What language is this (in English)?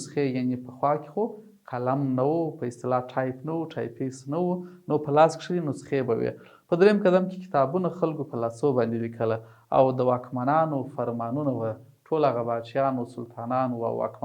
Pashto